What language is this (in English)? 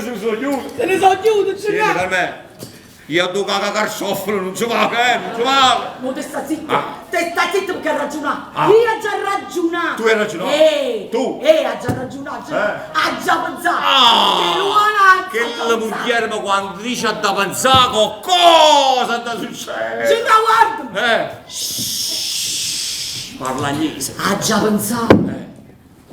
Neapolitan